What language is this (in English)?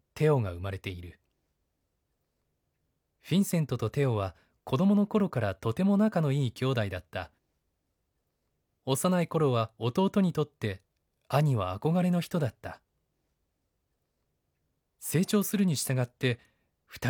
Japanese